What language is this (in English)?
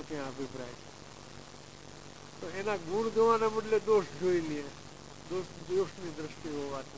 Gujarati